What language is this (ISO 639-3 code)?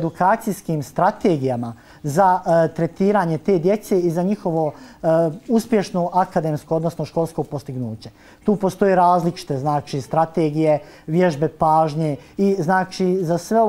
hrv